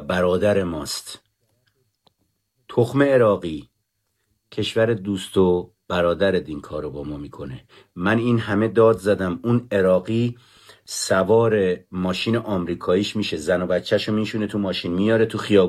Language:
Persian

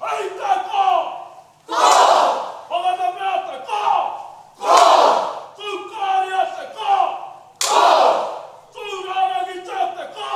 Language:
Māori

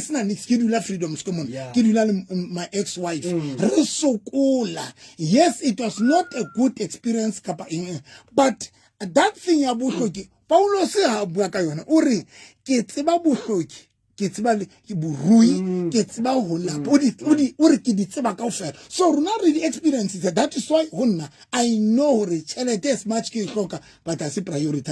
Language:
Southern Sotho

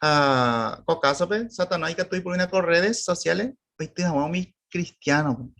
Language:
Guarani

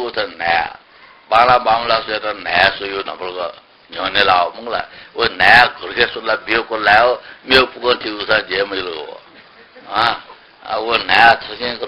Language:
Newari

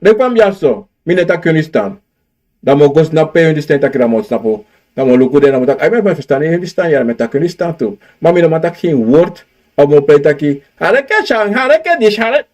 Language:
Sranan Tongo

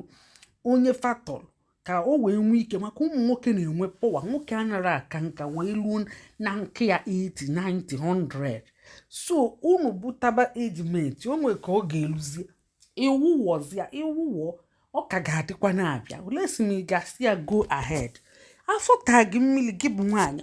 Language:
Igbo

